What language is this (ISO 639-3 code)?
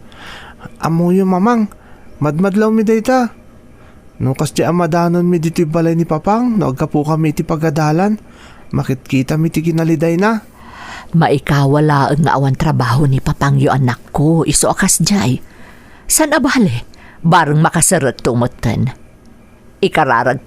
ilo